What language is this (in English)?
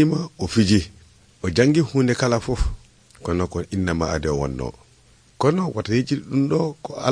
Nigerian Fulfulde